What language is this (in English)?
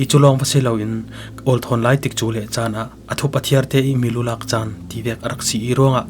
Falam Chin